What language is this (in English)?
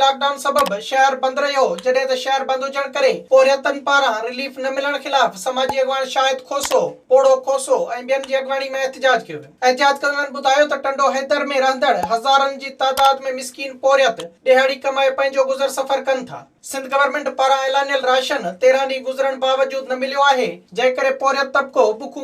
Sindhi